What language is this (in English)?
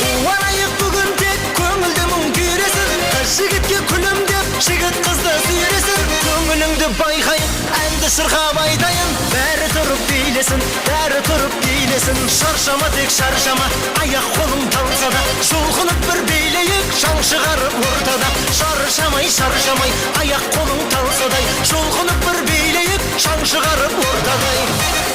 Kara-Kalpak